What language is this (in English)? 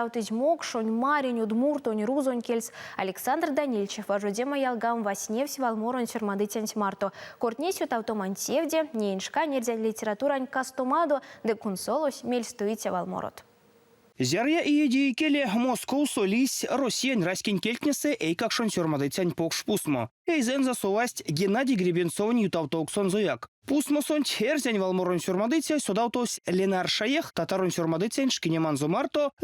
Erzya